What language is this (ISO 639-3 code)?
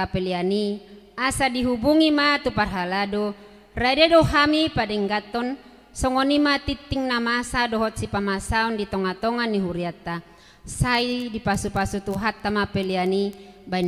bbc